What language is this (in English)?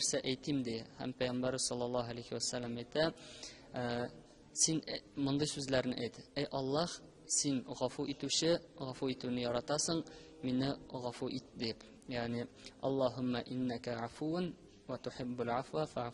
Tatar